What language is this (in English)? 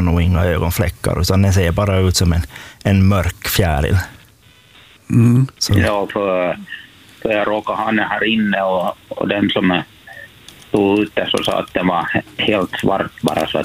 Swedish